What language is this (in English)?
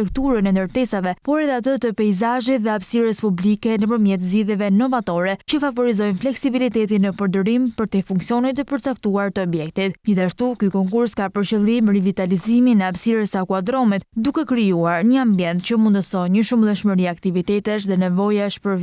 Albanian